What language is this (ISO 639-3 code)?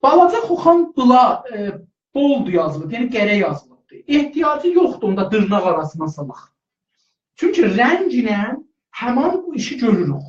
azb